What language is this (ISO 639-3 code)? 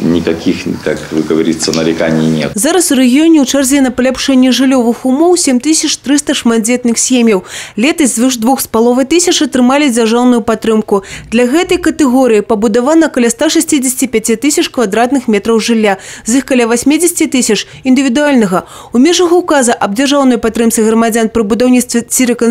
bel